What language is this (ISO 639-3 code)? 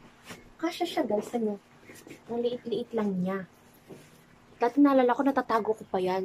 fil